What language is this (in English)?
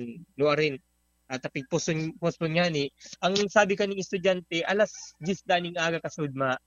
Bikol